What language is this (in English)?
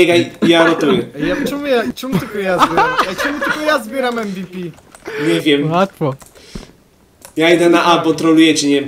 Polish